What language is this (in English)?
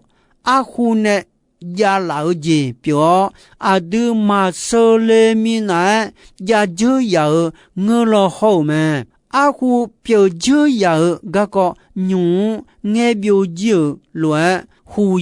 Akha